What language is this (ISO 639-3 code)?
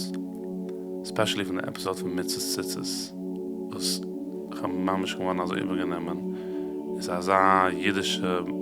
yid